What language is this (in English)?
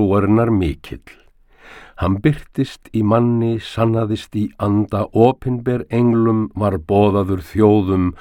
Icelandic